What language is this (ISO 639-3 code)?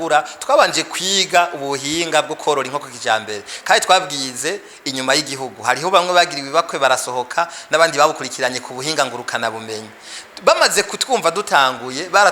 run